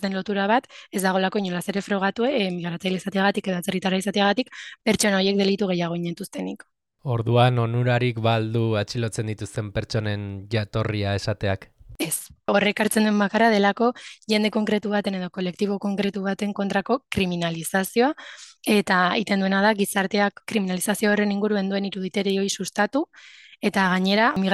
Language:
Basque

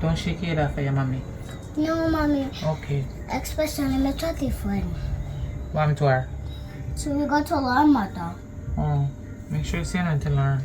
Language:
Jamaican Creole English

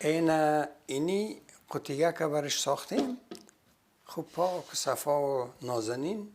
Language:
Persian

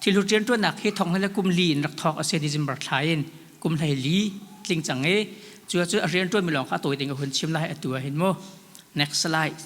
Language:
Hakha Chin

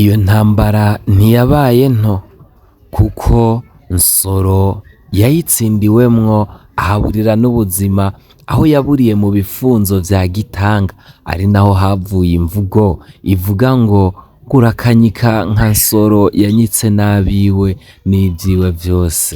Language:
Rundi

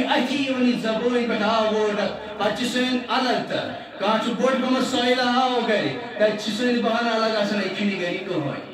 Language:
Kashmiri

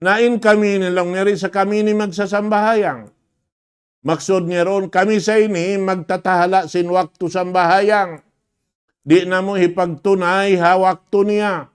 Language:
Tausug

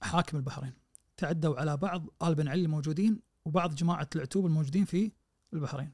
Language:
Najdi Arabic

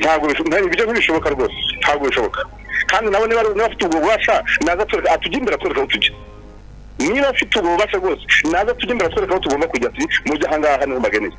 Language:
Kinyarwanda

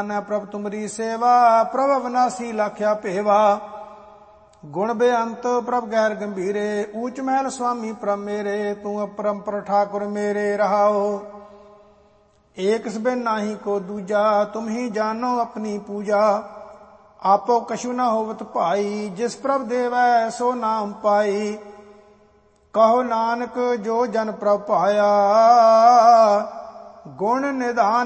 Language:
Punjabi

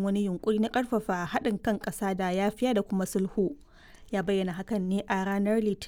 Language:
Hausa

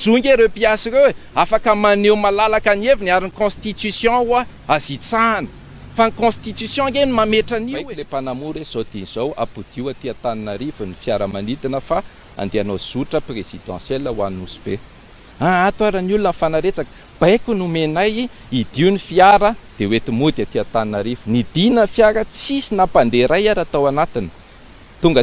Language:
Malagasy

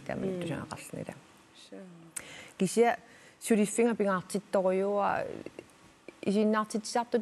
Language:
Kalaallisut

